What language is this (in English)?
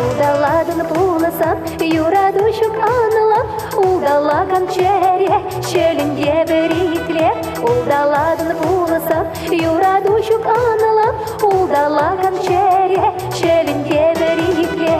Chuvash